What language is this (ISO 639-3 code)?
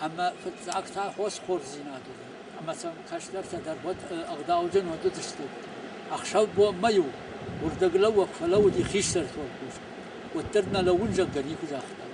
oss